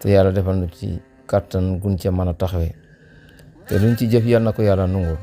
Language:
Wolof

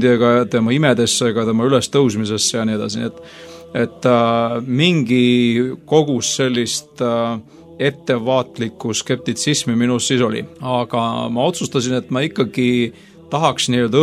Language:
Estonian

